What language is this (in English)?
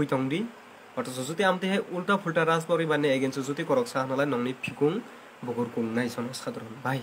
Kok Borok